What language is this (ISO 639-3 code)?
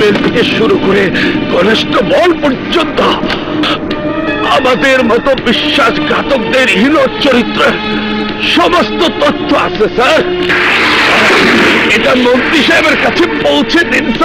ben